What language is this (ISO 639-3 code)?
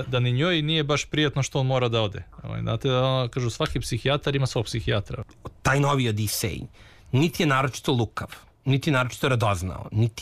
srp